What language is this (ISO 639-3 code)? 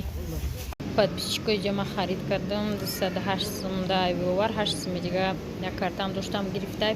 tgk